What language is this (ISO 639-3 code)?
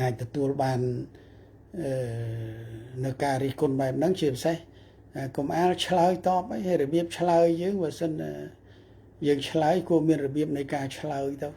khm